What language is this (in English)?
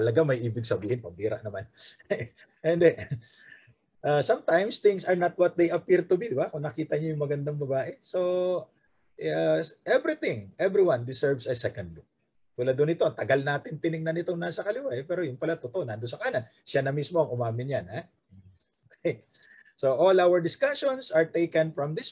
Filipino